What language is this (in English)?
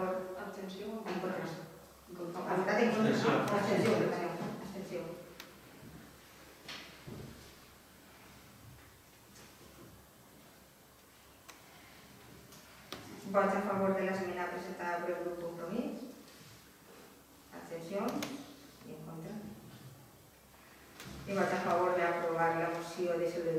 Catalan